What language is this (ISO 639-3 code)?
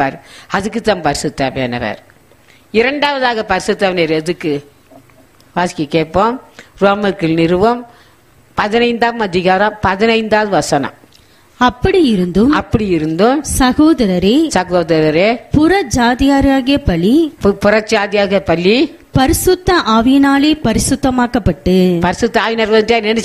tam